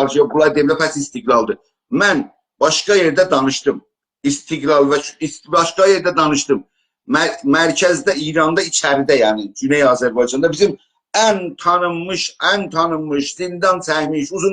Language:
South Azerbaijani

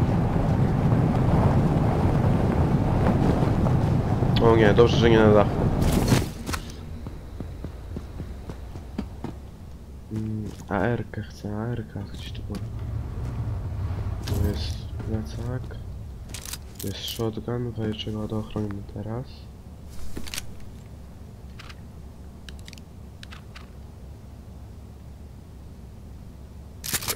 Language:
Polish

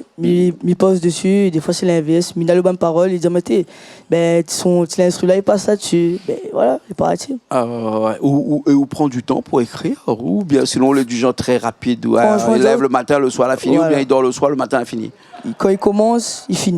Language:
Réunion Creole French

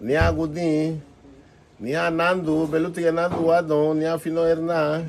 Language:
Garifuna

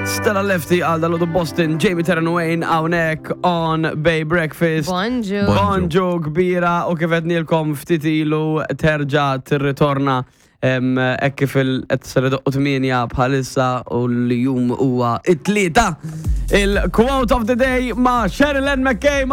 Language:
Maltese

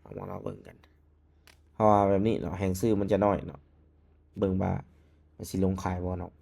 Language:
Lao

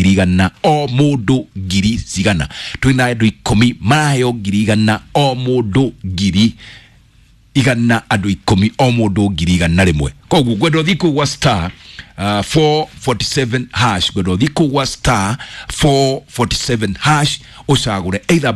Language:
Kikuyu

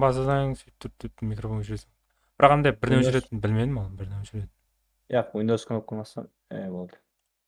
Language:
Kara-Kalpak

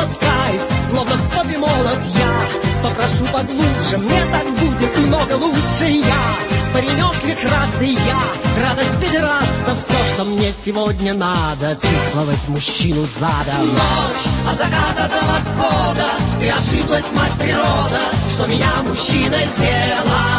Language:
Russian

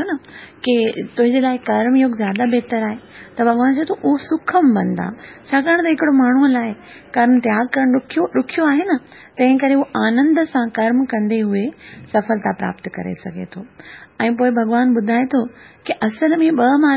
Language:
Sindhi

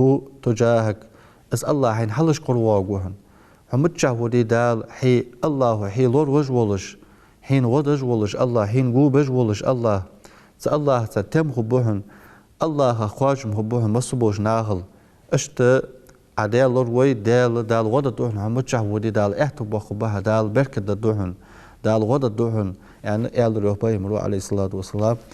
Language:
Ingush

